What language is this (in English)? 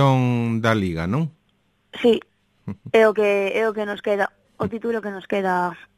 Galician